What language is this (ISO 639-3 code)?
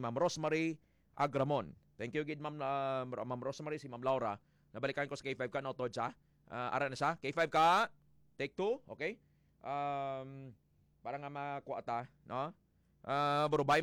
hil